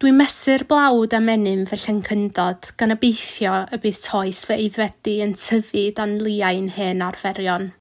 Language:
Welsh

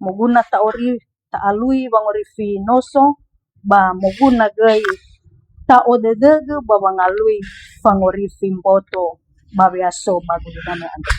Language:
Nias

